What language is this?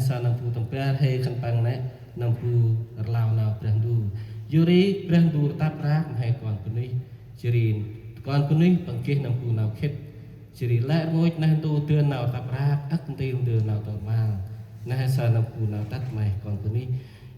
Central Mnong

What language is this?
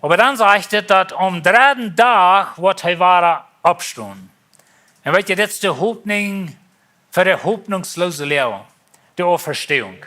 Plautdietsch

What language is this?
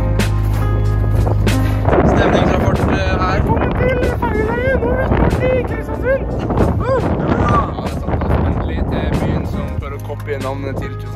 Norwegian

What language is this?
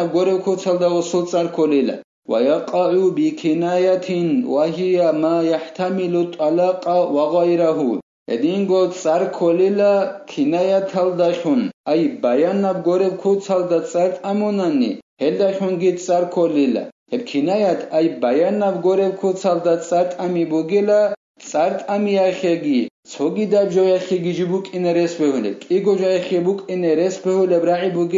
Avaric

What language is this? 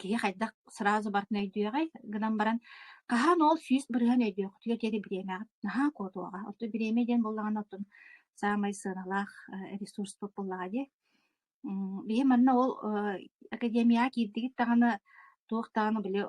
Yakut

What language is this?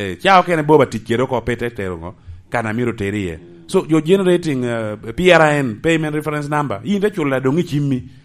Lango (Uganda)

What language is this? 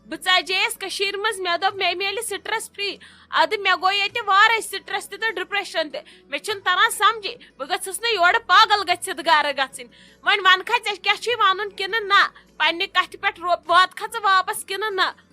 Kashmiri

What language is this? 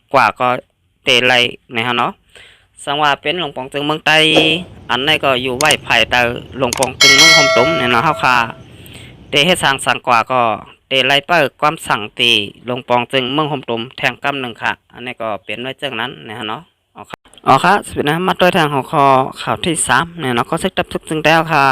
Shan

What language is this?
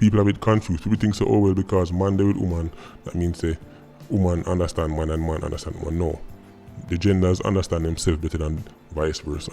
Jamaican Creole English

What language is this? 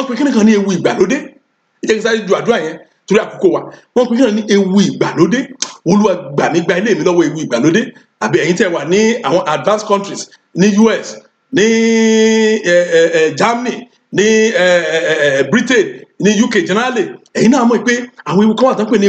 Yoruba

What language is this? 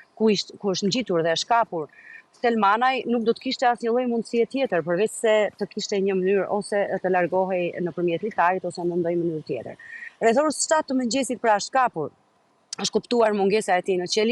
Albanian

